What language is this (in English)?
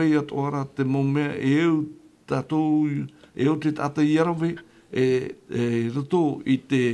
Tahitian